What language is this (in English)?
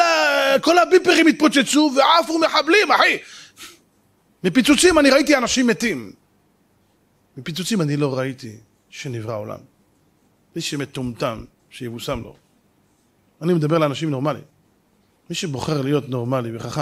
Hebrew